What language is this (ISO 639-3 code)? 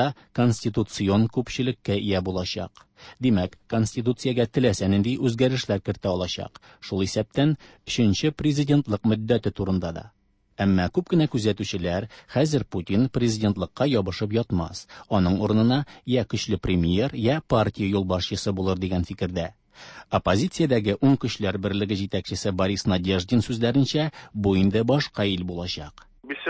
tat